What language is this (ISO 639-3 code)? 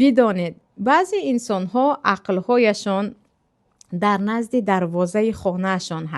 tgk